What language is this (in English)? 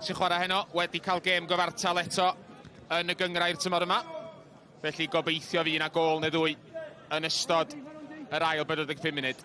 Welsh